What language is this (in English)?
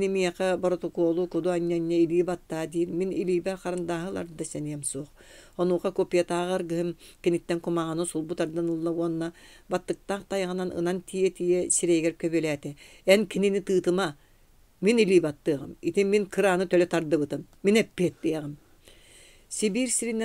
Yakut